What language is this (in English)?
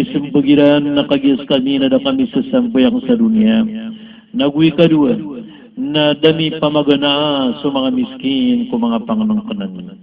Maranao